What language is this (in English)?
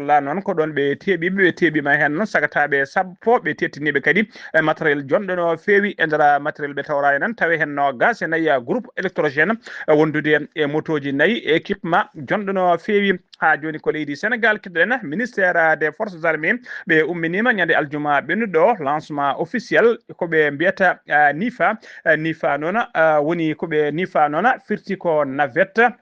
Fula